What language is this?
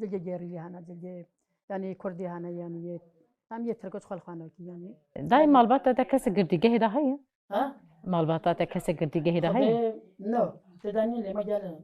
Kurdish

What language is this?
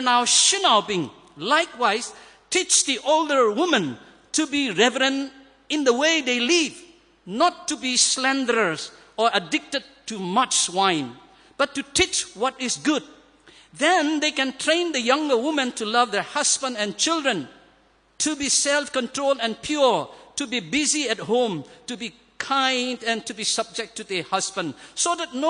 Tangkhul Naga (India)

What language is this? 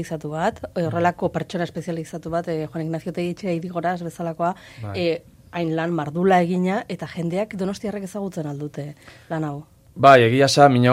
Basque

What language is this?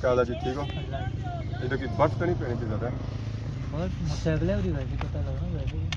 Pahari-Potwari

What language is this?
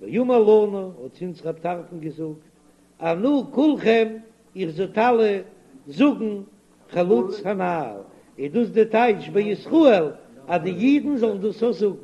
Yiddish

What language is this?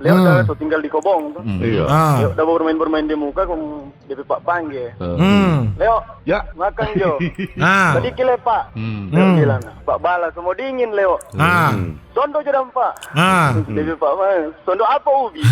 Manado Malay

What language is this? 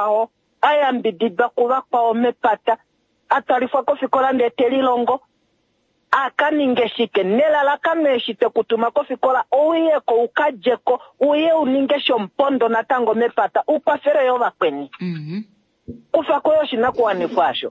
Kuanyama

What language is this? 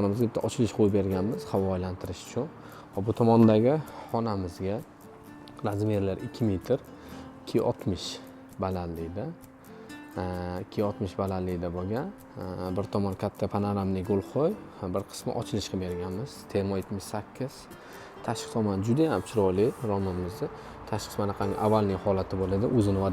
Uzbek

